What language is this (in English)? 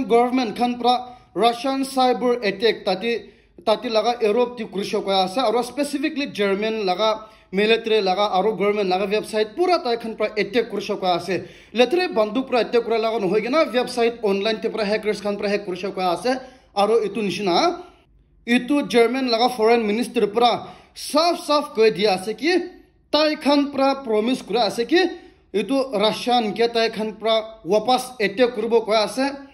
Naga Pidgin